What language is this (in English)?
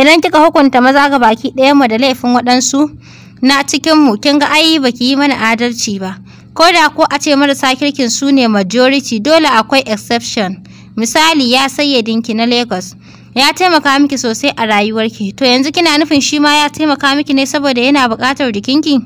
Hausa